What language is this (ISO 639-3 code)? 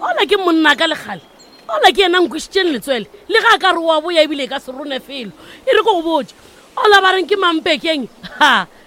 nso